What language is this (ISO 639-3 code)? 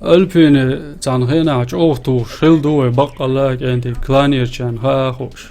che